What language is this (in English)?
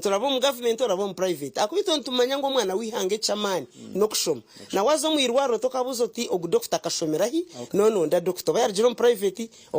Nyankole